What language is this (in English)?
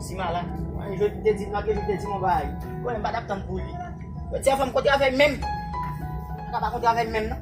Haitian Creole